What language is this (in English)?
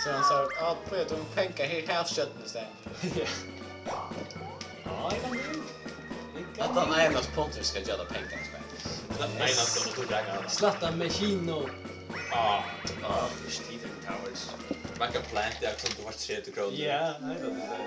Faroese